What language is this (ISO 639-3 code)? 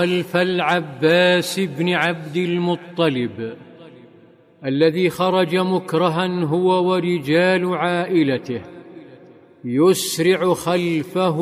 ara